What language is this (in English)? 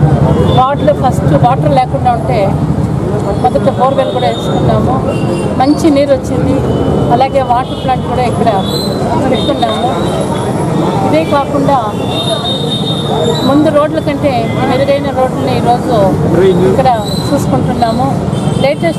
Telugu